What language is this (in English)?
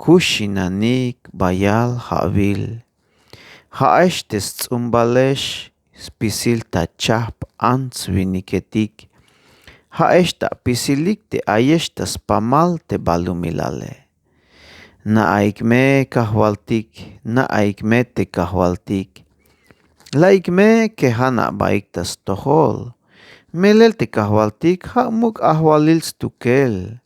Tzeltal